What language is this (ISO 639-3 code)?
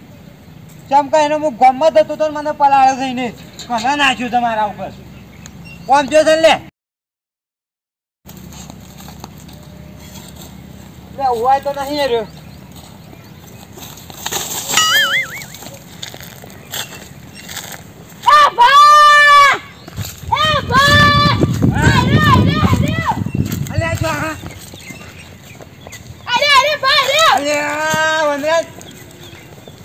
guj